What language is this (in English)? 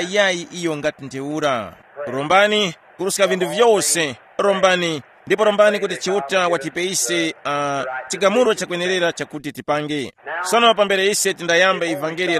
Tumbuka